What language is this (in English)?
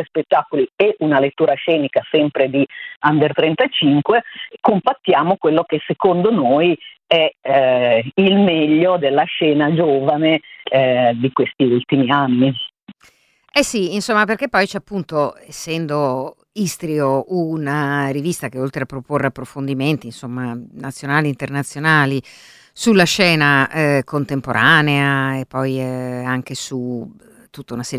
Italian